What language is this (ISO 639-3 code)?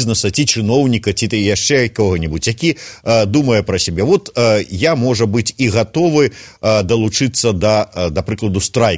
bel